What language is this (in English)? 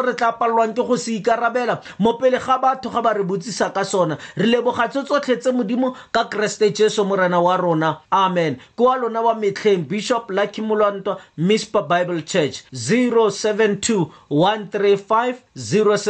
Tswana